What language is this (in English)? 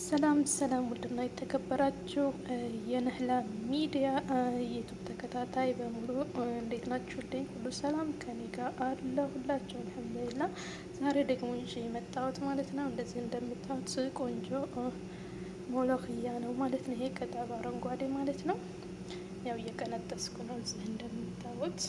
Amharic